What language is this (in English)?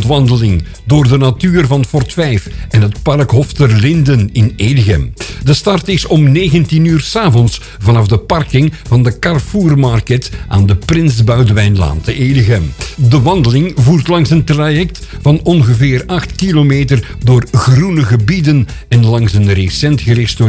Dutch